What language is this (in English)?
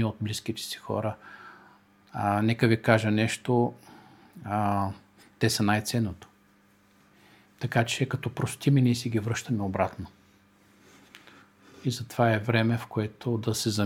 Bulgarian